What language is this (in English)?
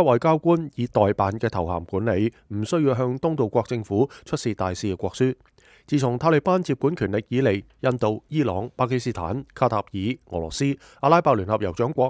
Cantonese